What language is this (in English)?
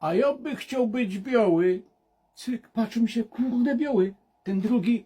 Silesian